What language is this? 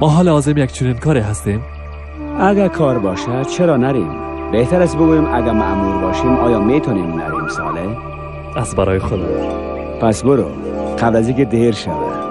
Persian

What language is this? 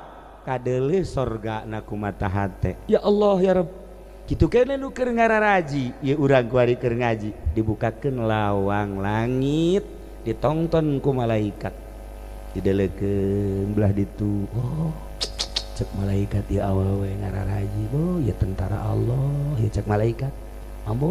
Sundanese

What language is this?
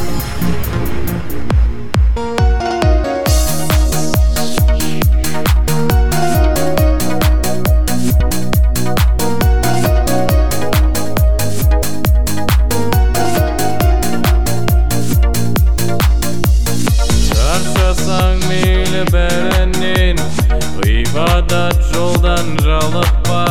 Kazakh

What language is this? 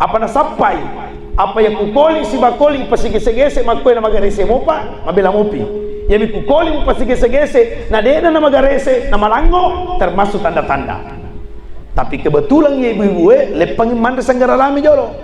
Buginese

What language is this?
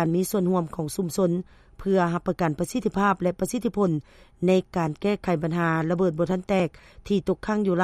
Lao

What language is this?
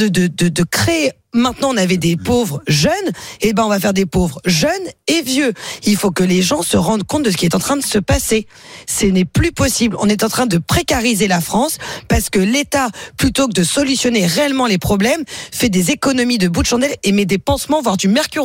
French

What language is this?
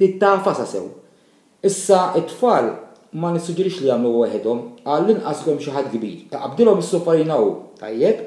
Maltese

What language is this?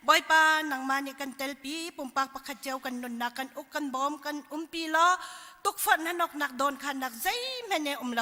Hakha Chin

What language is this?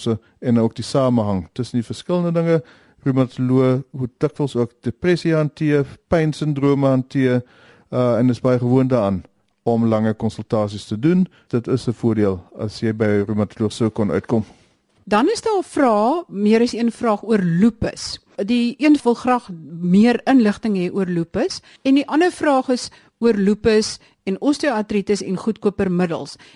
Afrikaans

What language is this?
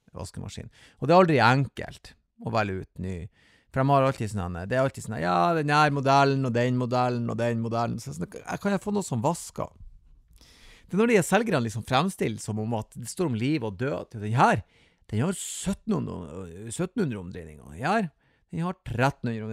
Norwegian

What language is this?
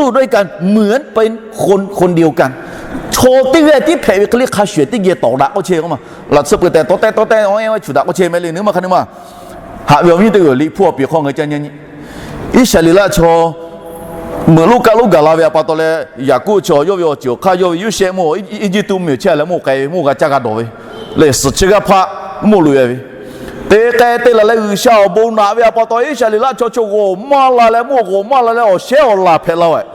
Lahu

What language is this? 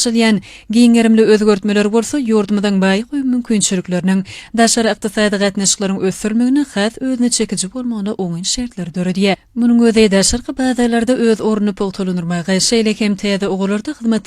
Turkmen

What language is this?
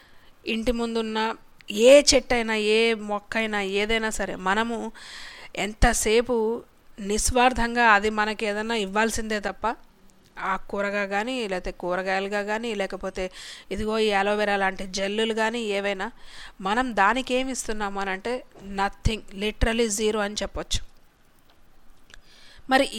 Telugu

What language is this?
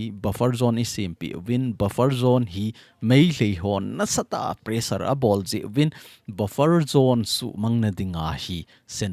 Thado Chin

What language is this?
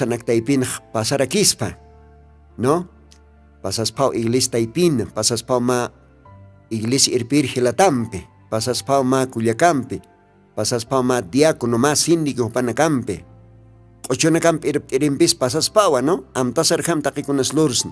Aymara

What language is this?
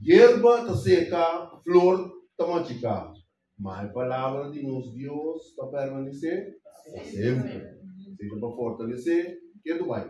Papiamento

